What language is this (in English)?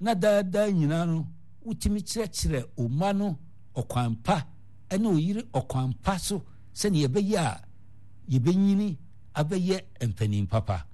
Akan